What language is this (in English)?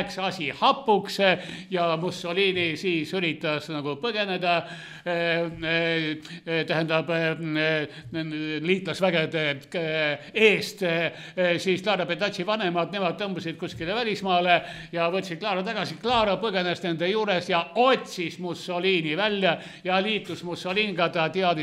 Estonian